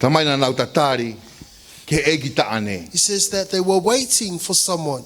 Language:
Tongan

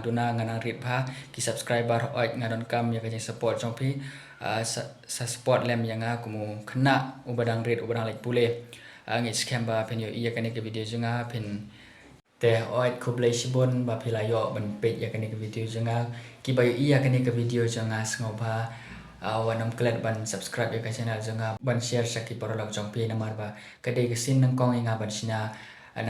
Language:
Khasi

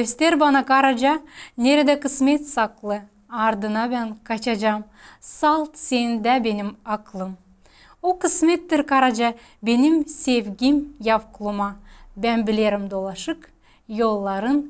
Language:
Gagauz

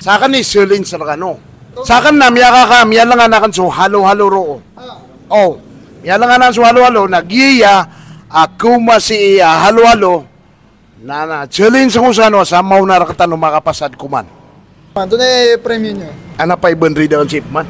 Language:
Maranao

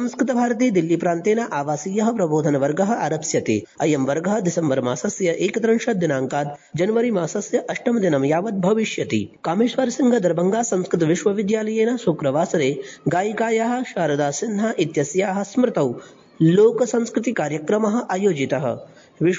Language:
Sanskrit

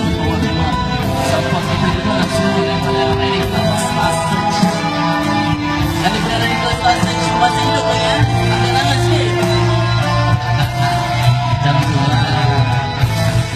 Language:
Malay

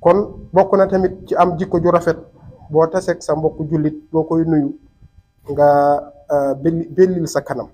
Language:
Wolof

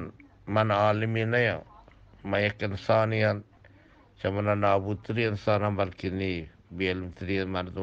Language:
Eastern Balochi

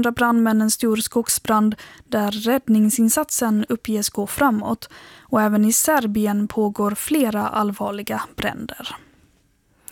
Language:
Swedish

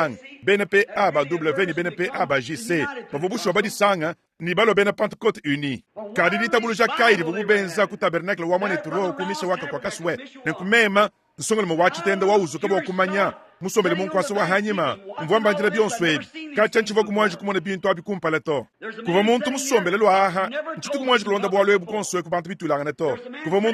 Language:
Luba-Lulua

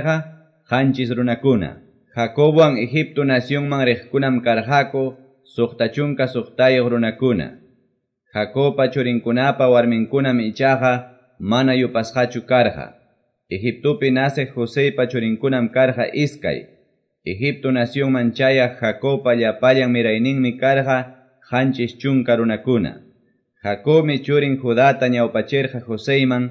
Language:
Quechua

